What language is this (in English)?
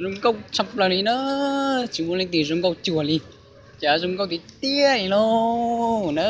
Hmong